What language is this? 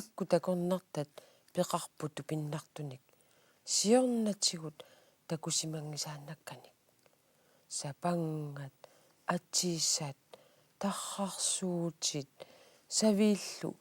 Kalaallisut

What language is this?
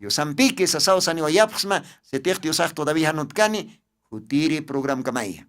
Aymara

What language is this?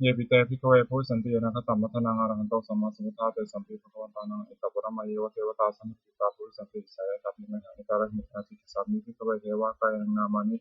Pali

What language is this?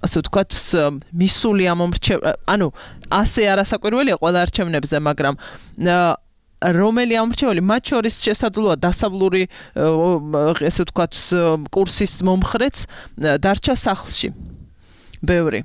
Georgian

